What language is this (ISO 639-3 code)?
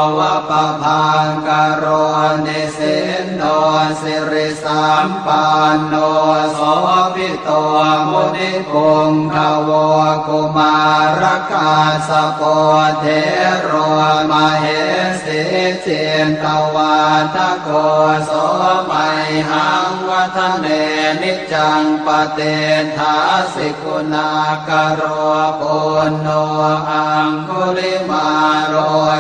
pli